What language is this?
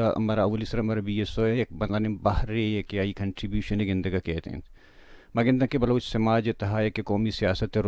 Baluchi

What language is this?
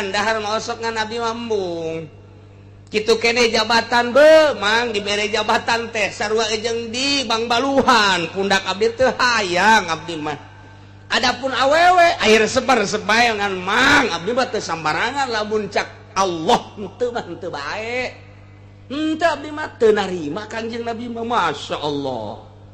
Sundanese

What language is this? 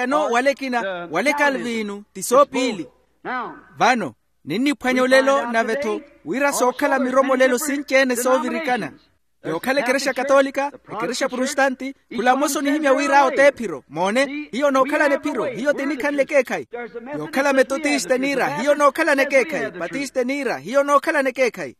Makhuwa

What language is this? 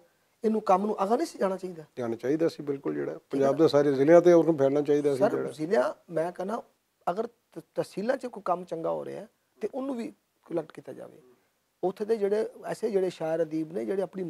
Western Panjabi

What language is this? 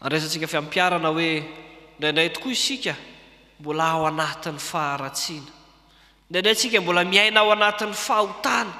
Malagasy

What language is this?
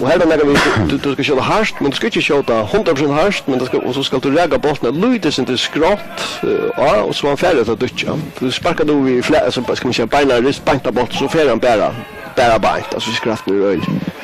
Faroese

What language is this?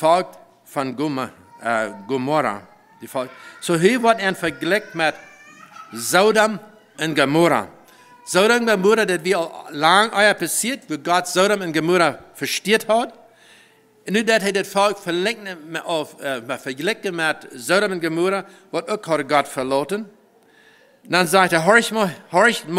Plautdietsch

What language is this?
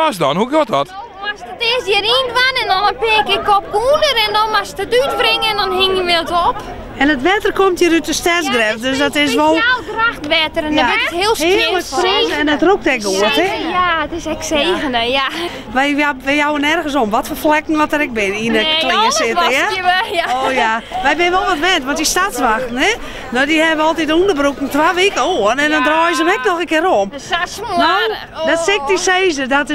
Western Frisian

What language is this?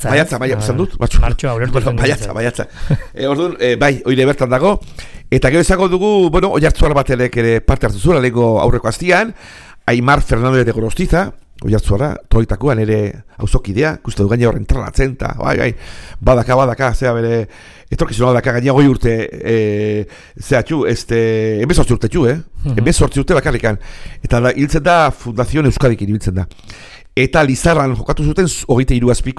Basque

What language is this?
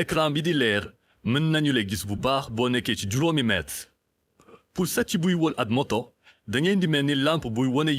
Wolof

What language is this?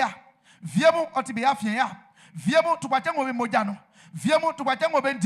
Baoulé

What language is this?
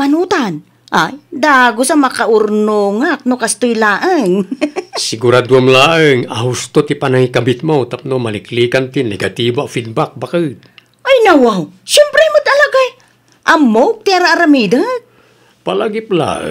Iloko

